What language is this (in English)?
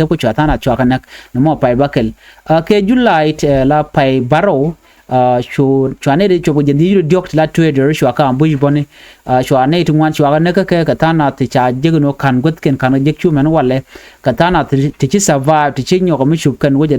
Nuer